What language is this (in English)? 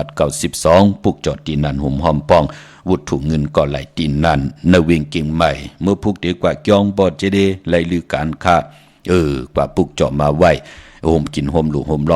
Shan